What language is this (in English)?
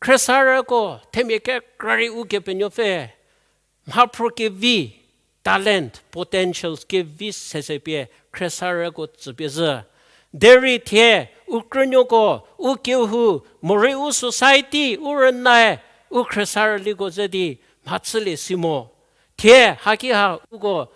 Angami Naga